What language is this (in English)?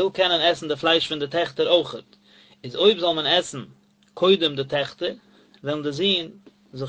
Yiddish